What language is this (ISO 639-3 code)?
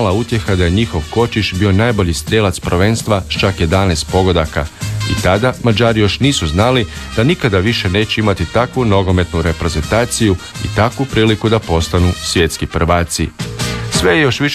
hrv